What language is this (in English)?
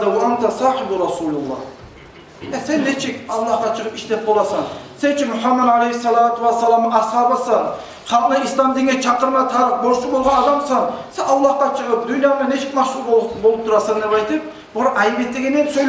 Kumyk